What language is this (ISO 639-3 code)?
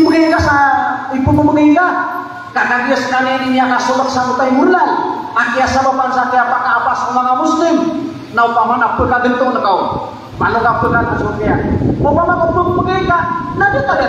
mrw